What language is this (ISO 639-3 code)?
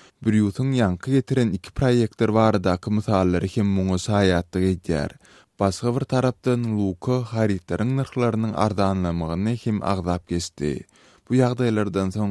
tuk